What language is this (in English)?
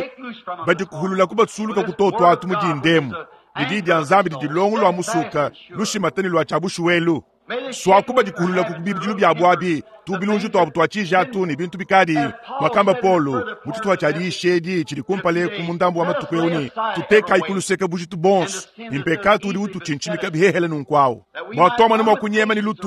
Luba-Lulua